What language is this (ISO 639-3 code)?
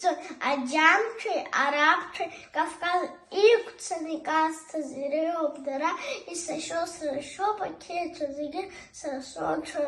abk